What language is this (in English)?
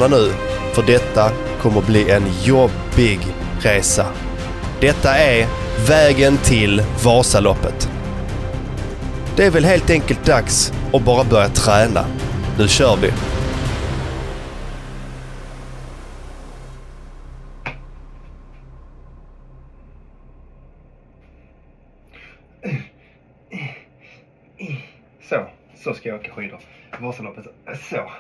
Swedish